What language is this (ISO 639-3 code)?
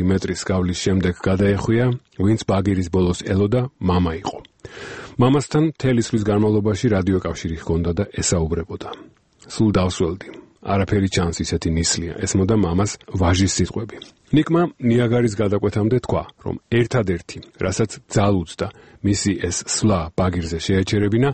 kat